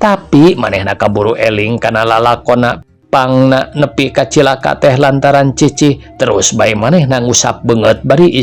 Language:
Sundanese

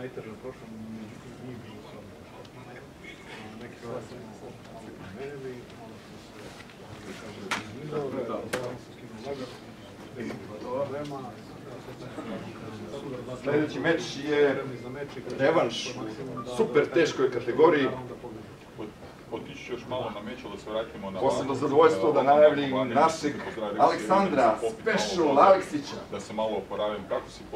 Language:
Serbian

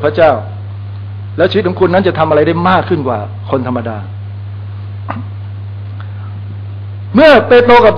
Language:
Thai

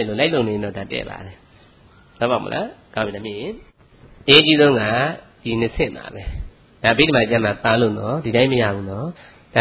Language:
Burmese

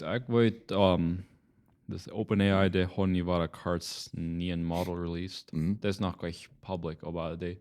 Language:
Plautdietsch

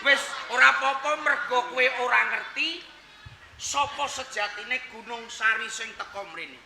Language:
Javanese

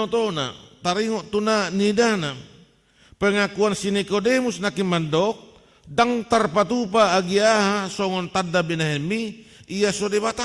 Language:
Batak Toba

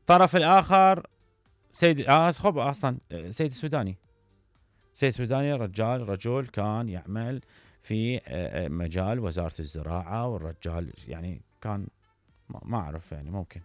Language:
Mesopotamian Arabic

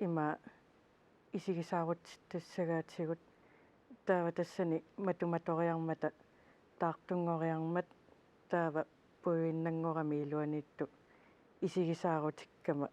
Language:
Kalaallisut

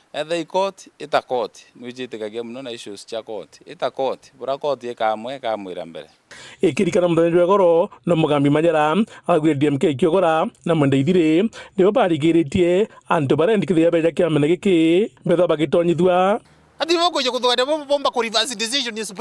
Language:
Meru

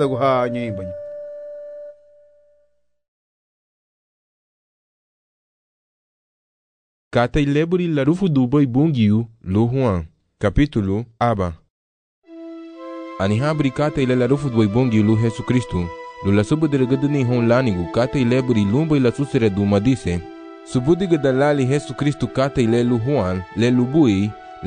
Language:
Garifuna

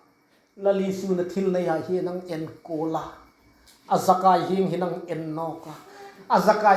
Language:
Hmar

